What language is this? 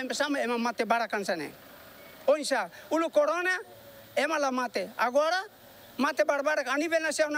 Tetum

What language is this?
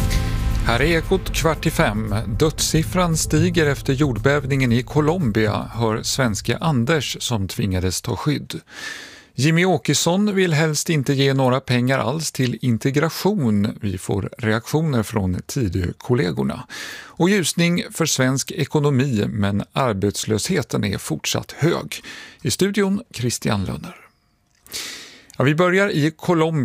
Swedish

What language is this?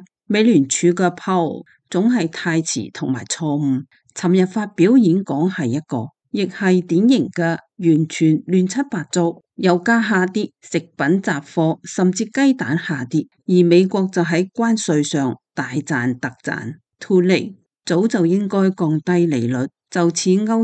Cantonese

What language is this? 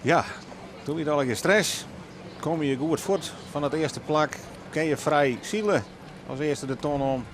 Western Frisian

